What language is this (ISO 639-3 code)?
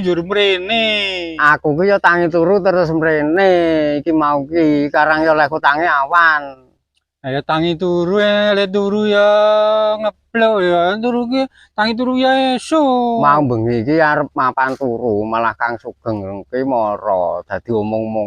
jav